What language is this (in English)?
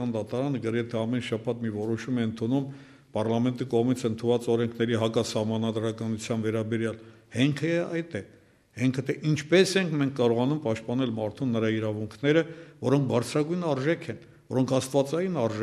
Armenian